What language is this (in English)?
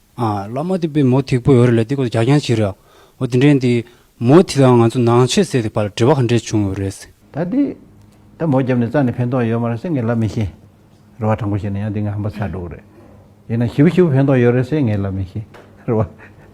Tibetan